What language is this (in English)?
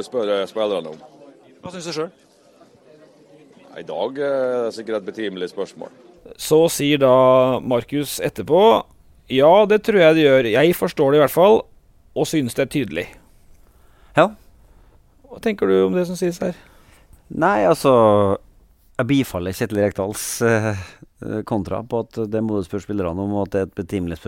Norwegian